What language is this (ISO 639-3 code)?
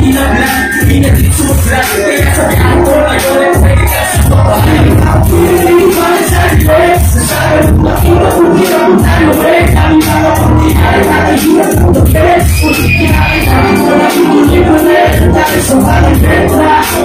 fil